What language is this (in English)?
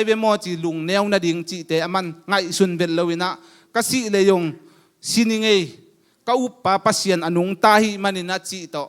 Tedim Chin